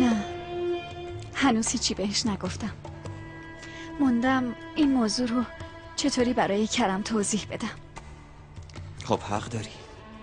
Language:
Persian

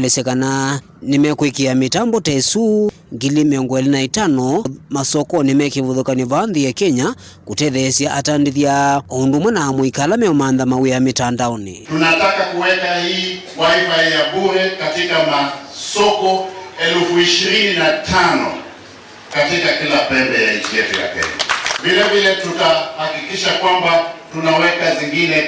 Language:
Kamba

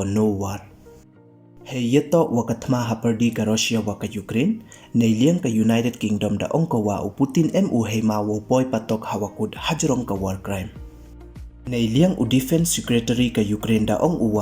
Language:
Pnar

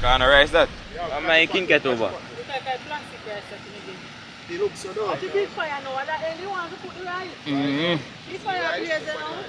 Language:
Jamaican Creole English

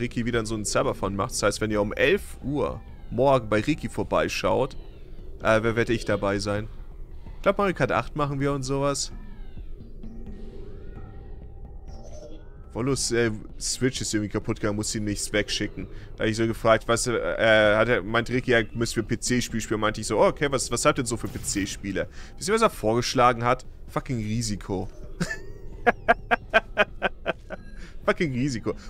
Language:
German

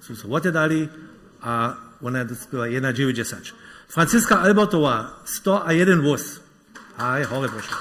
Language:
Upper Sorbian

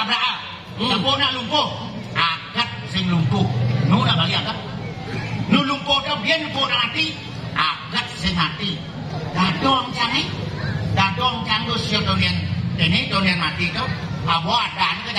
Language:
Balinese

